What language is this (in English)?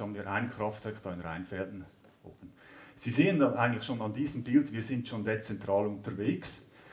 German